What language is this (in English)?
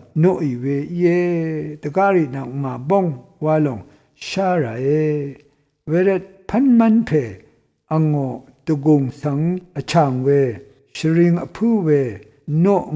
Rawang